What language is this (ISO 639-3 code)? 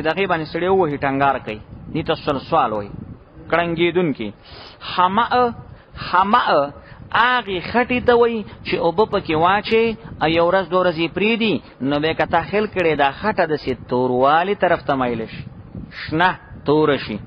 pus